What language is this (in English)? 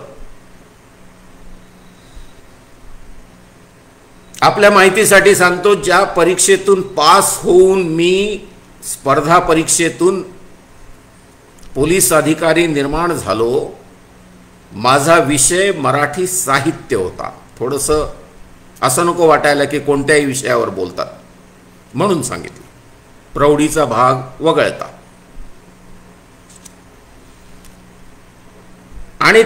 Marathi